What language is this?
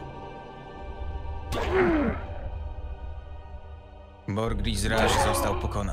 Polish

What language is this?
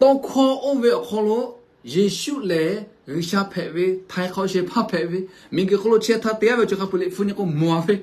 Lahu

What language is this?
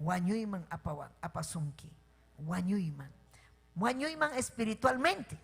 Ayacucho Quechua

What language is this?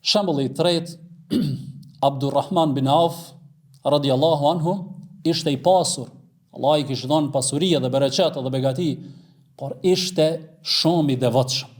Albanian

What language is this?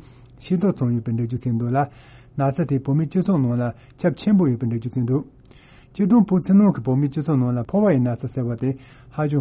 Tibetan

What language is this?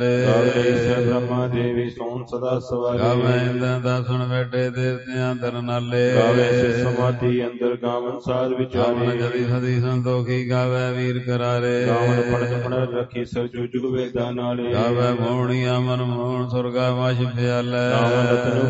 Punjabi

